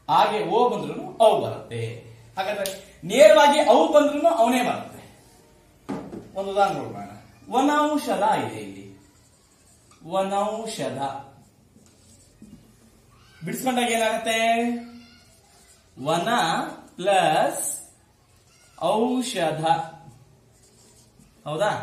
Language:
Kannada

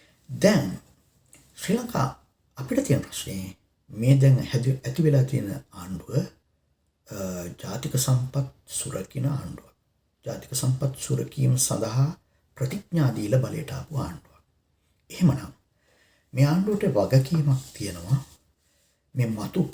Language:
Sinhala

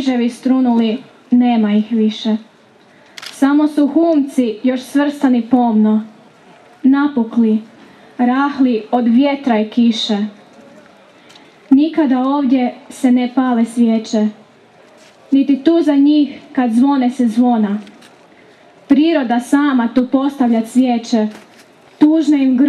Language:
Croatian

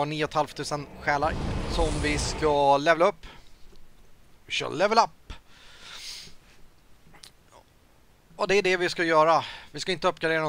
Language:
Swedish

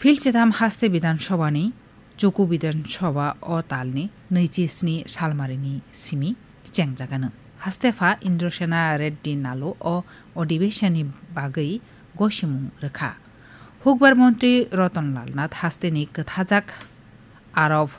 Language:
Kok Borok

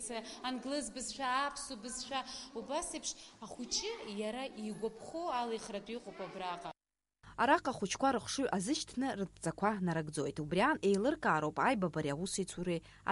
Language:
Abkhazian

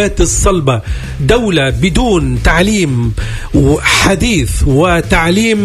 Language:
Tunisian Arabic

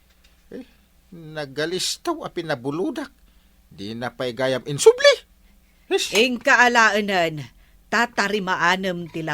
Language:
Iloko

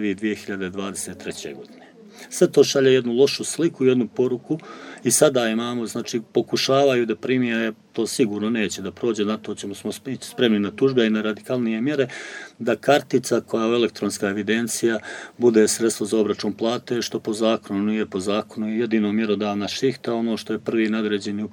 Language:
Serbian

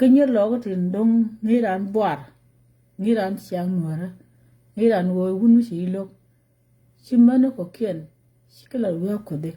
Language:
Nuer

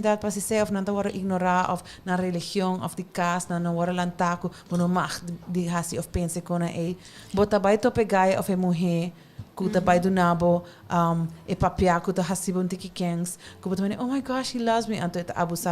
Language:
Papiamento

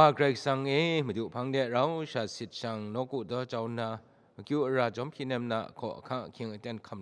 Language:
Kachin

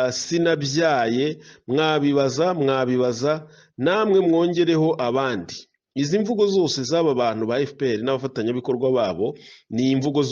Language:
Kinyarwanda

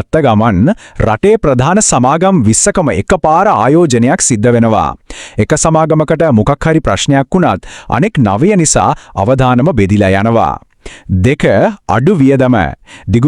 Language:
Sinhala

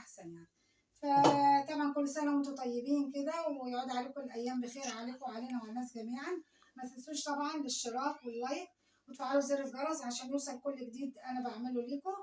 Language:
Egyptian Arabic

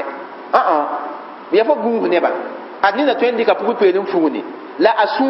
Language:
Mossi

